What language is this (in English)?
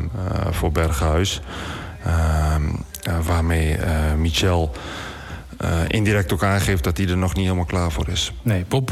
Dutch